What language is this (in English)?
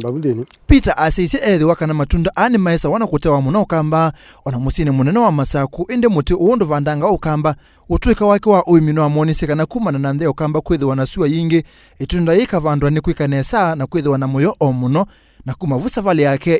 Kamba